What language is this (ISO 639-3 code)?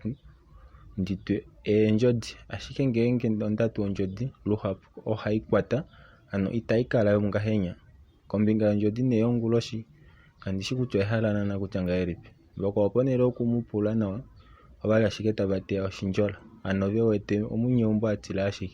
kua